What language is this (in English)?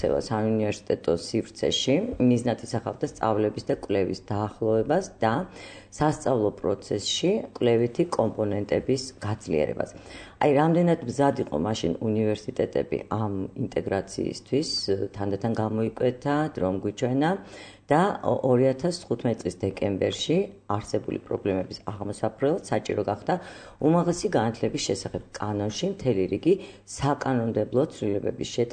Georgian